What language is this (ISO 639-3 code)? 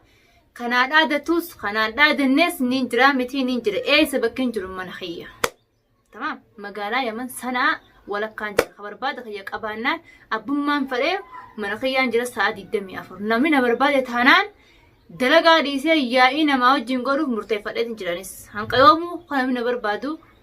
orm